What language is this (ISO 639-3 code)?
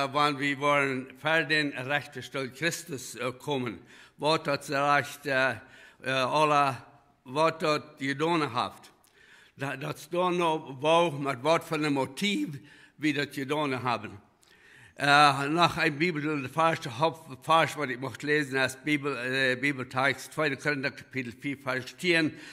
pdt